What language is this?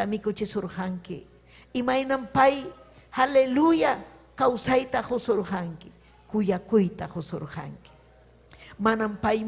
Ayacucho Quechua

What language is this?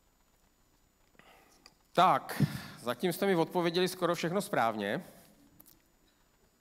Czech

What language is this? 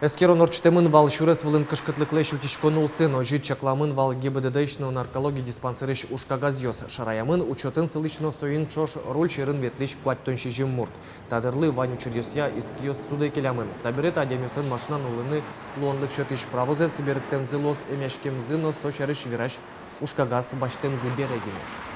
Udmurt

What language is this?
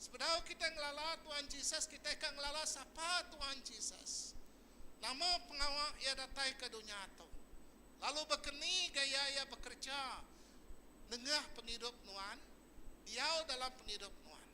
Iban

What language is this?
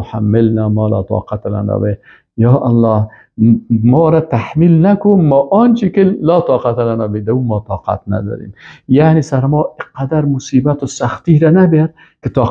Persian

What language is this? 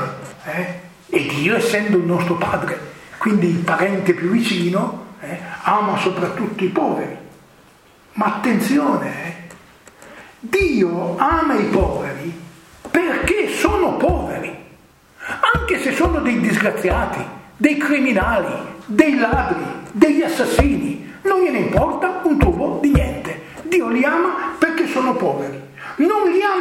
Italian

